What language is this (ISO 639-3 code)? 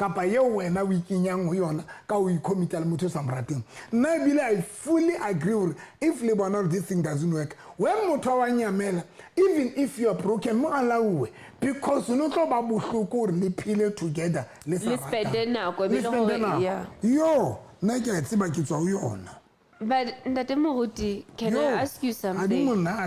sot